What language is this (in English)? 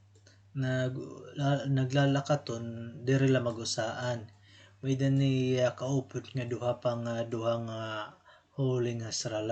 Waray